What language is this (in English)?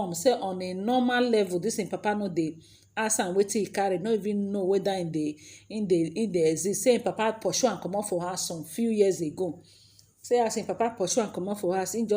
Nigerian Pidgin